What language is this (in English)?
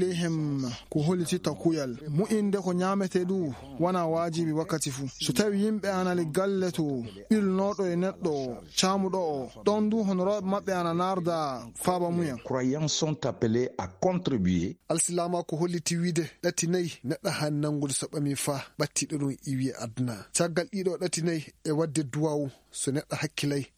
Fula